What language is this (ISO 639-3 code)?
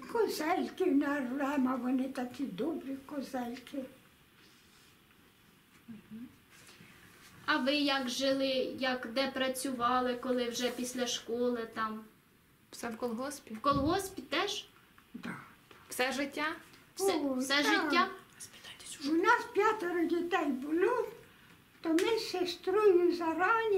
ukr